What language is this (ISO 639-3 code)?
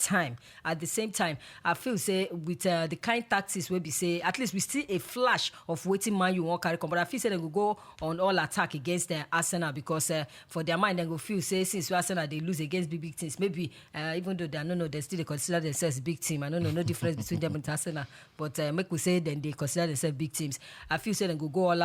pcm